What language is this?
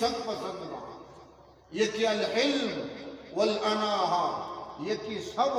Eastern Balochi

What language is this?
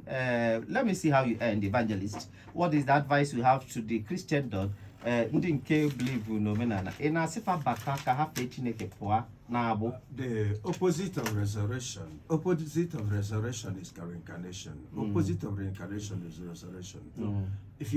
Igbo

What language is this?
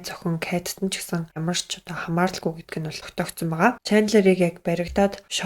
Mongolian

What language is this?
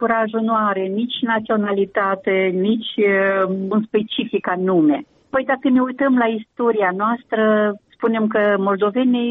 Romanian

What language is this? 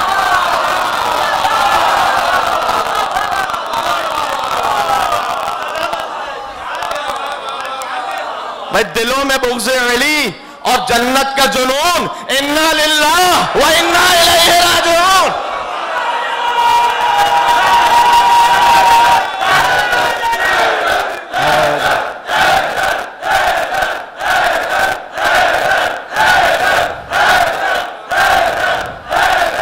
Urdu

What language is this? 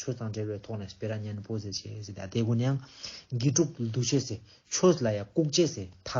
Ladakhi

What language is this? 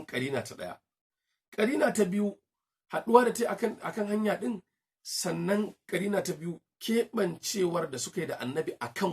Hausa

